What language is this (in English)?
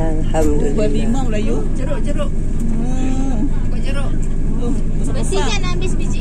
Minangkabau